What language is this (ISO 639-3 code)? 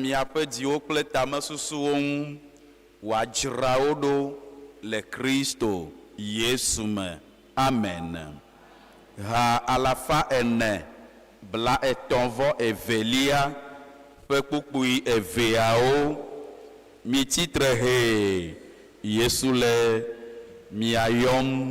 ewe